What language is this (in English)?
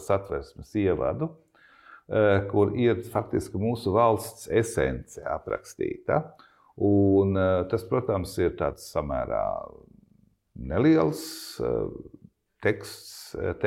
Latvian